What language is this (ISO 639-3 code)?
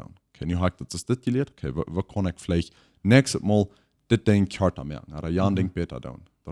pdt